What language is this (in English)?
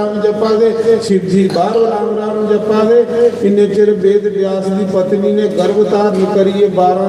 Dogri